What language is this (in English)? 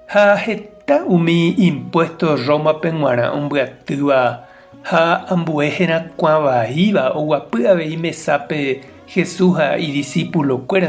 Guarani